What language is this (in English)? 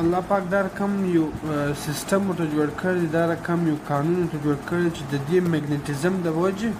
Pashto